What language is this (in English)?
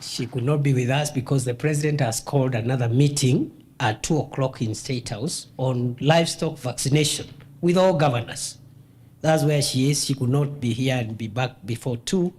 Meru